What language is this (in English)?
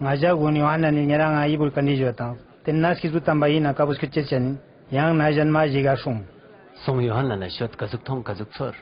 Ladakhi